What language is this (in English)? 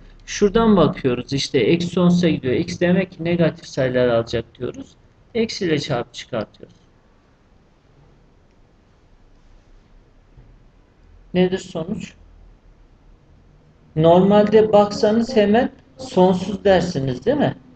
Turkish